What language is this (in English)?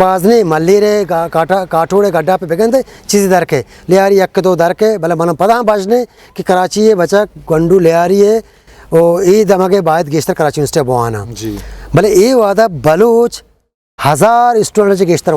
Eastern Balochi